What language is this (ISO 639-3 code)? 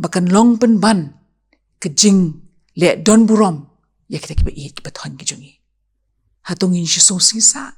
kha